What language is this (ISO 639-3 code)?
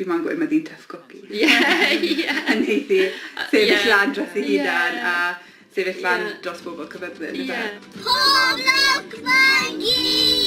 cym